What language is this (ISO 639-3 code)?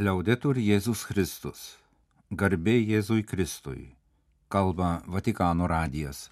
lit